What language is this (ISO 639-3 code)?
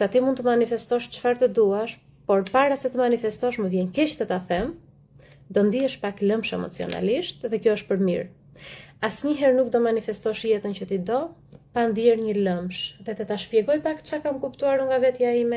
sqi